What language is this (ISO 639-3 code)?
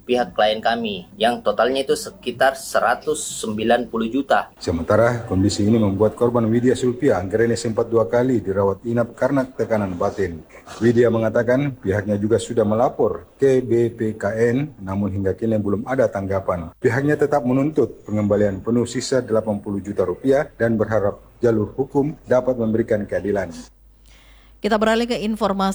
ind